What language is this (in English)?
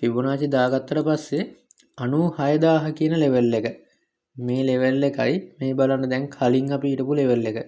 Sinhala